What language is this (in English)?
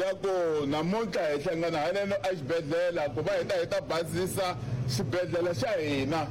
Tsonga